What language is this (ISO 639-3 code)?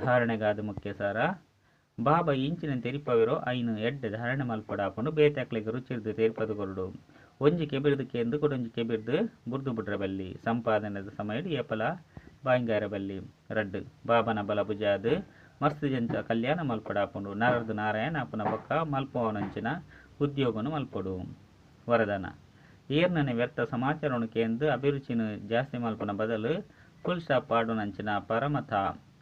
tcy